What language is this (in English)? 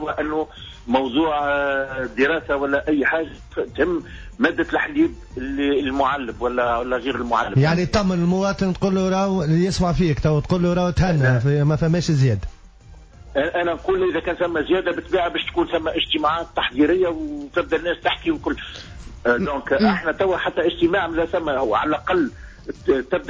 Tunisian Arabic